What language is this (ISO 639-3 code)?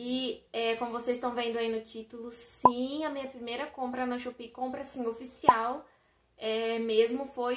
por